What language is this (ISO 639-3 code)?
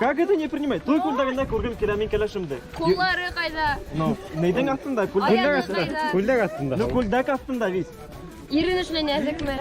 bak